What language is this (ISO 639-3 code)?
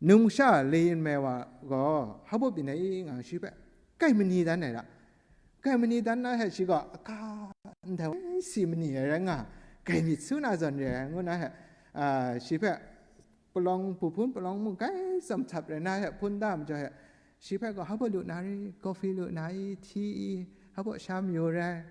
kac